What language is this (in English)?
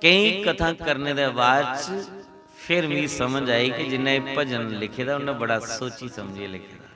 Dogri